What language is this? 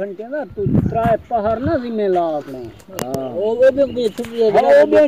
Saraiki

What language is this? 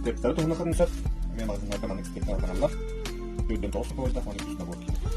Yakut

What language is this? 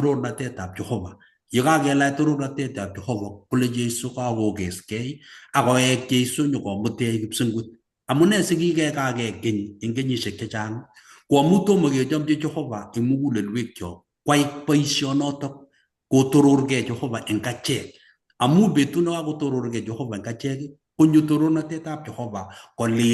Kalenjin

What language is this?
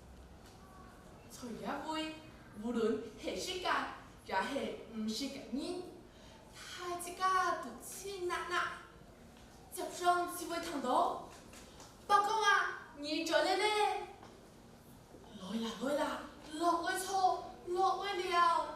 Hakka Chinese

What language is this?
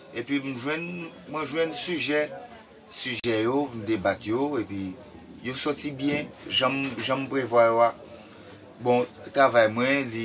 Haitian Creole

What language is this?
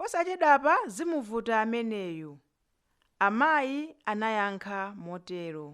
Nyanja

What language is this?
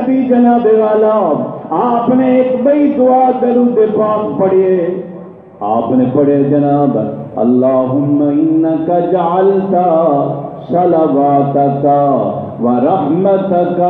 Saraiki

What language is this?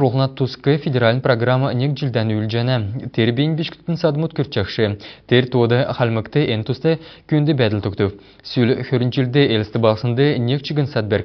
Kalmyk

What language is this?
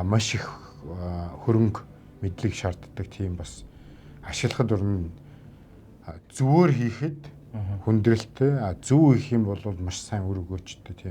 Mongolian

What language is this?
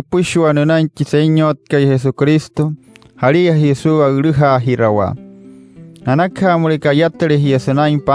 Wayuu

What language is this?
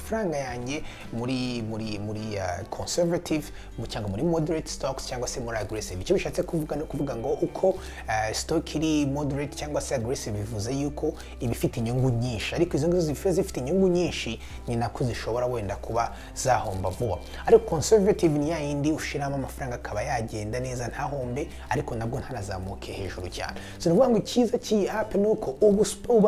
Kinyarwanda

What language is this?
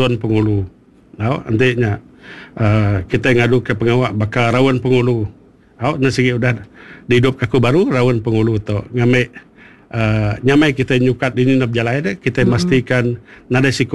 Iban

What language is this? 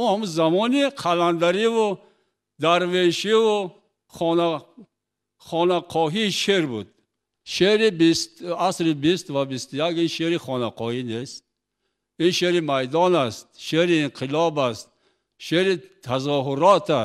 Tajik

